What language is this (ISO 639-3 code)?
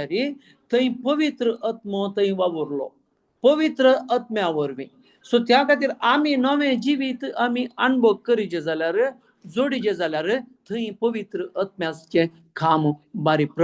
kok